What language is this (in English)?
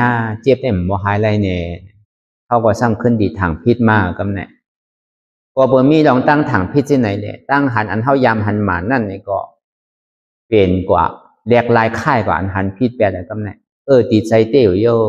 Shan